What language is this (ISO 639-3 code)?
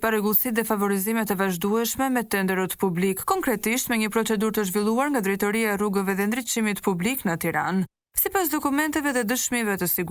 sqi